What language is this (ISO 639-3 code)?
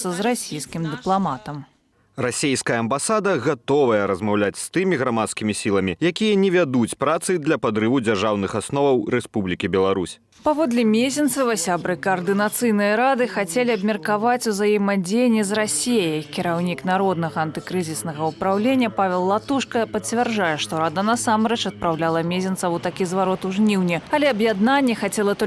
bel